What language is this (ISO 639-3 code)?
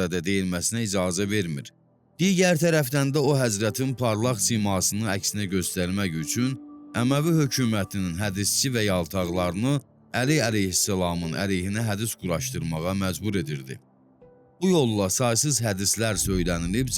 aze